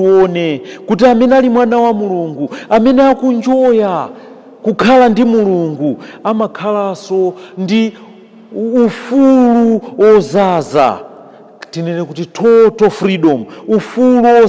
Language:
Nyanja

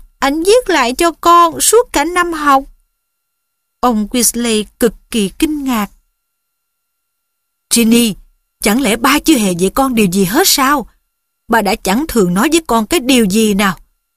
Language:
Vietnamese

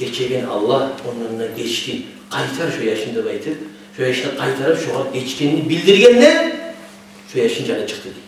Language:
Kumyk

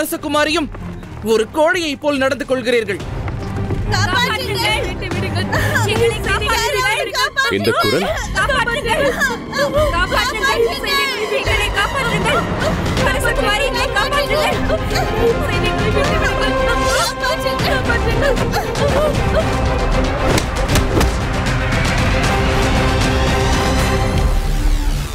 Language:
Tamil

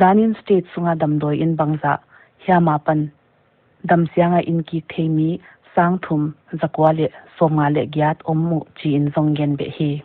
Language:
Paite Chin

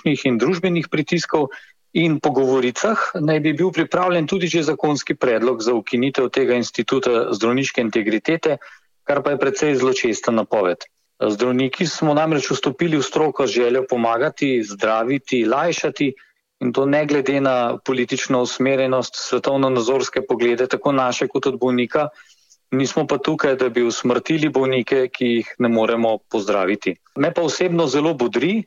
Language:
Slovenian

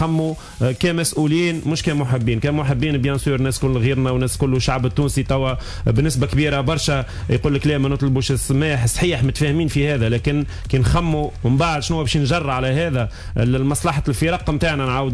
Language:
Tunisian Arabic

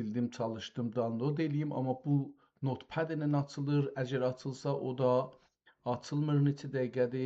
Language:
South Azerbaijani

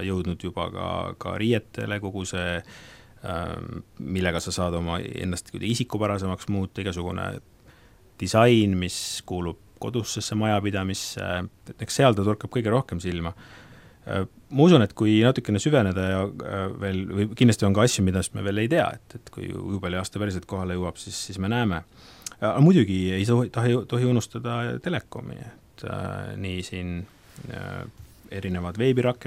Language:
Estonian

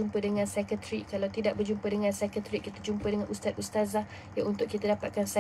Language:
Malay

